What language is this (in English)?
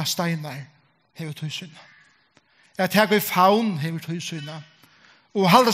Faroese